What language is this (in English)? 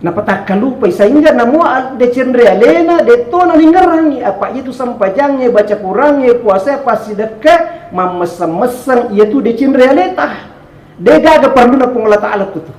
Buginese